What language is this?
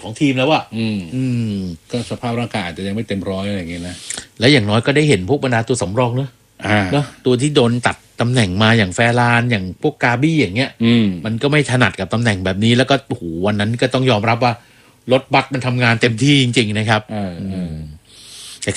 Thai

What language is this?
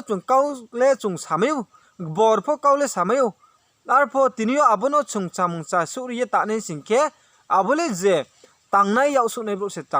Riang (India)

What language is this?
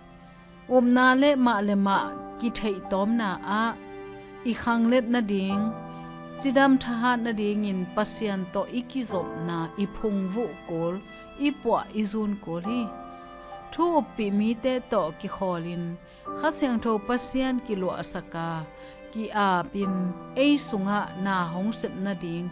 Tedim Chin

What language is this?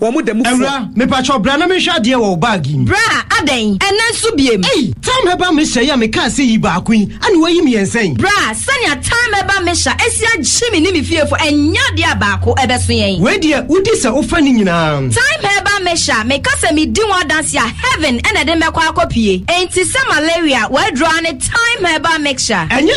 Akan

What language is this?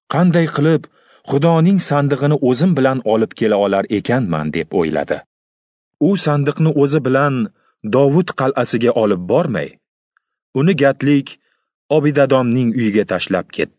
Uzbek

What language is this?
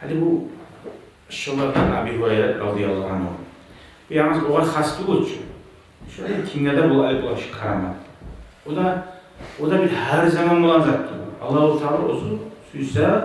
Kumyk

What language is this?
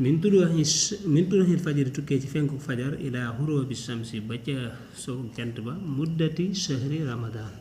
Wolof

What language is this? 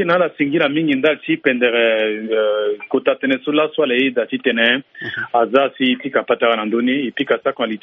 Sango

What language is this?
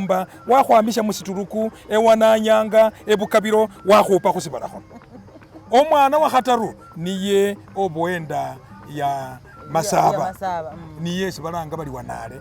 Masaaba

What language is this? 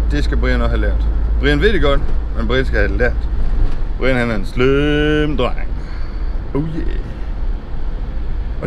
Danish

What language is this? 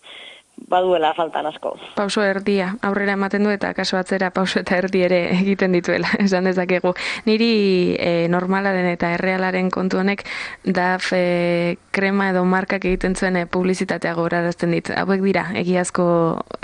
Basque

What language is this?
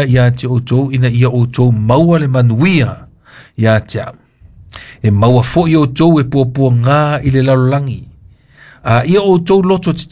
Samoan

